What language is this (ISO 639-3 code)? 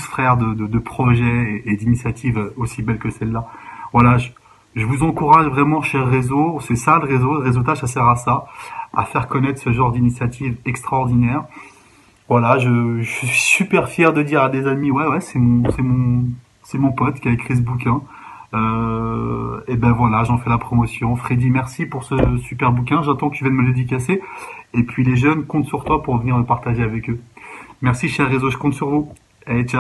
fra